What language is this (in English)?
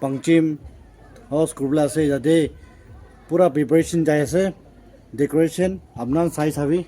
Naga Pidgin